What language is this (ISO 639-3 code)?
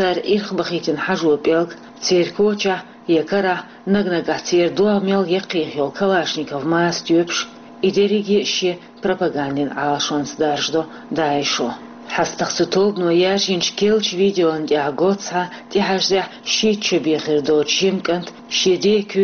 che